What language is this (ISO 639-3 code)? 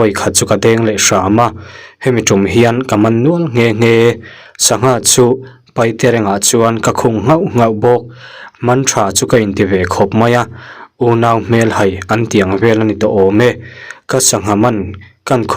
lus